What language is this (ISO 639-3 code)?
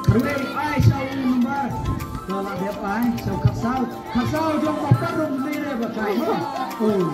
kha